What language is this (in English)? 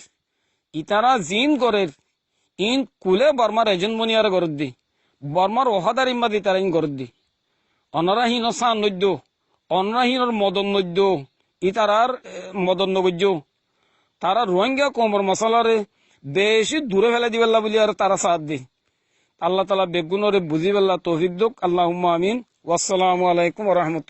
Rohingya